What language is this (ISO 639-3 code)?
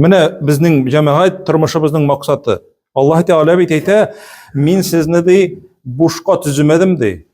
tat